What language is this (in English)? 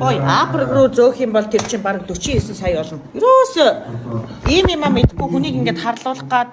Mongolian